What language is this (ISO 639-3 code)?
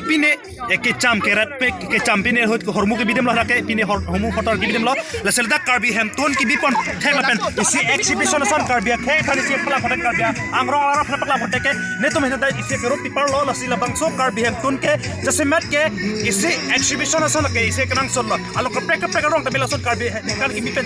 mjw